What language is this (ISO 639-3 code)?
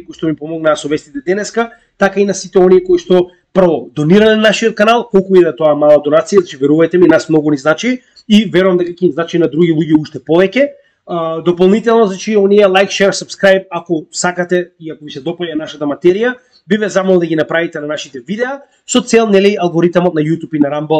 mkd